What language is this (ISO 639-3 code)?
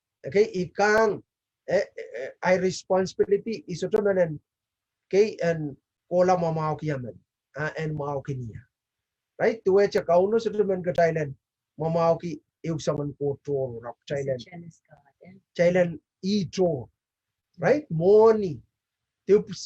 pon